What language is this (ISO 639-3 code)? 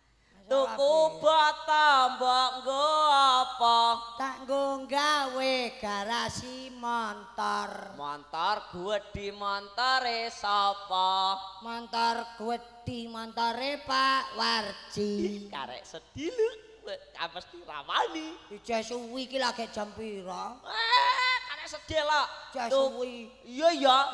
jav